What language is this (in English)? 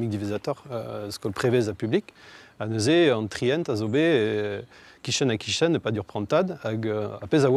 Breton